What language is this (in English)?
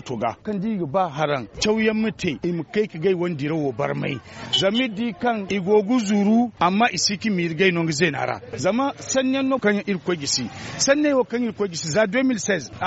Zarma